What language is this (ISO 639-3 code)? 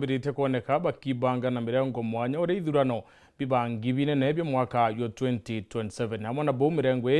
mer